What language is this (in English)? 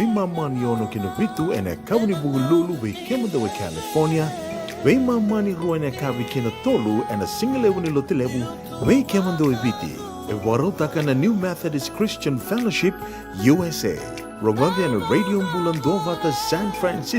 Fijian